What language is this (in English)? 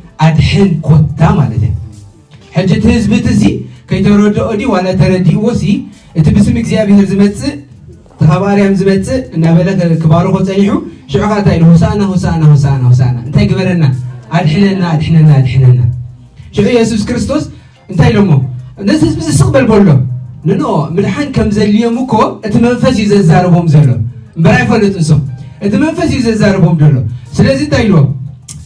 Tigrinya